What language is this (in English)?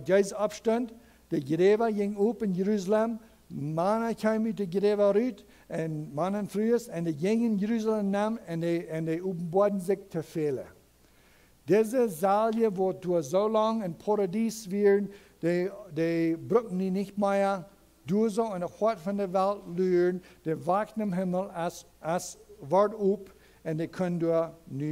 Plautdietsch